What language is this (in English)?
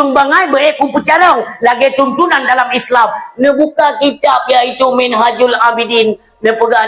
Achinese